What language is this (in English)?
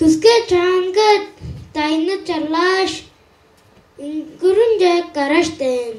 Tuvinian